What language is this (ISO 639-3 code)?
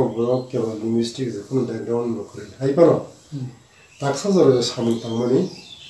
trp